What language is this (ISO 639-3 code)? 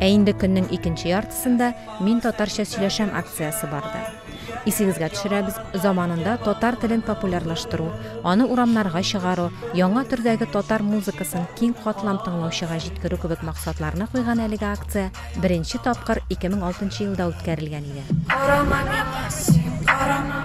tat